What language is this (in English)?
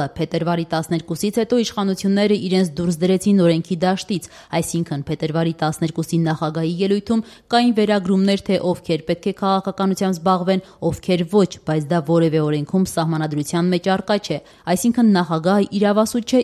Armenian